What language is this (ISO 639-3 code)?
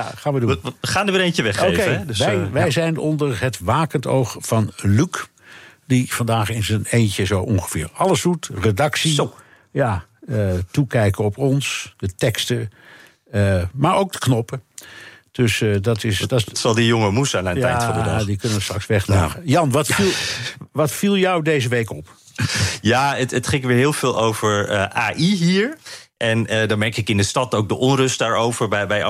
nld